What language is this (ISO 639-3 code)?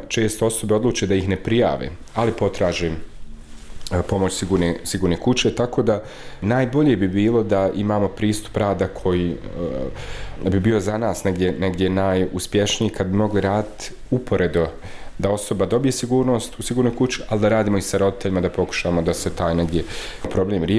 bos